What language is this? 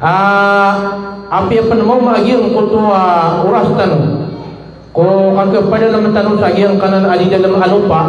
Maranao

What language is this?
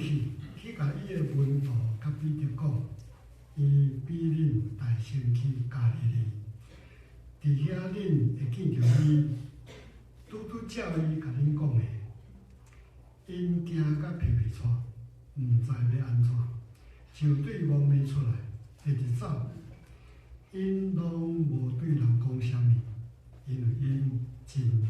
Min Nan Chinese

